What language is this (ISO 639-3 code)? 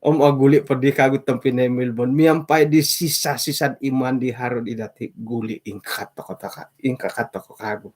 dtp